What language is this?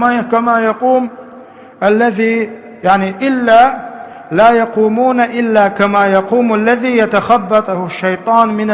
Chechen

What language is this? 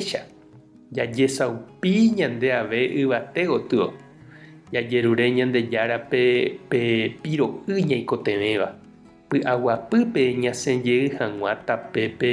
Guarani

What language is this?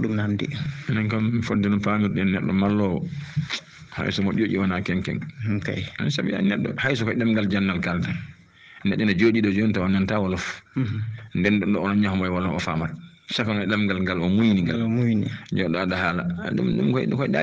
Fula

